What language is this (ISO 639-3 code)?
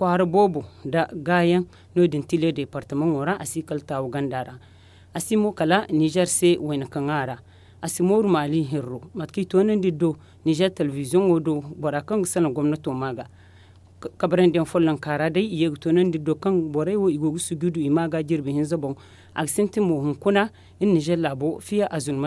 dje